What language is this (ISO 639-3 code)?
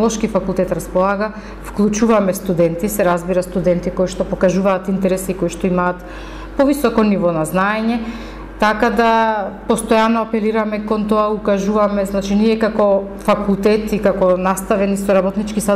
mkd